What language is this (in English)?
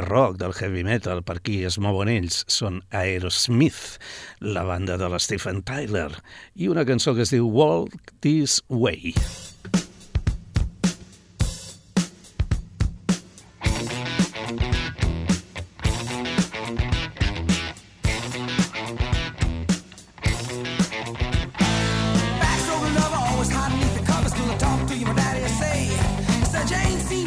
Catalan